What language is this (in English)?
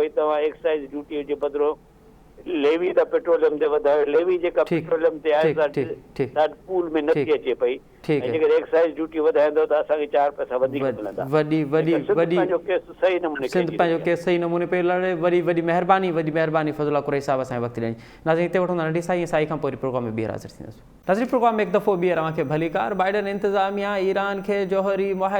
Sindhi